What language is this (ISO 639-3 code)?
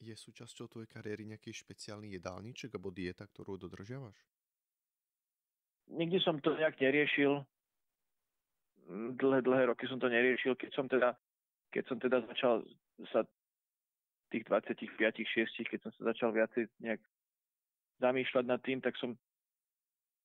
slk